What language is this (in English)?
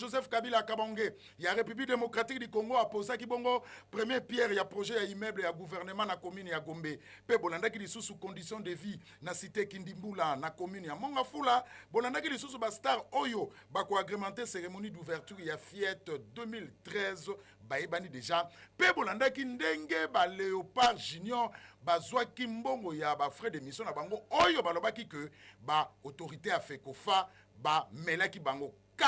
Lingala